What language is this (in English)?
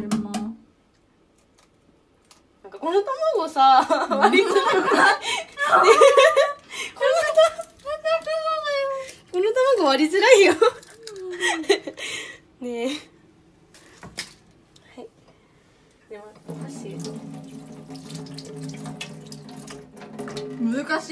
Japanese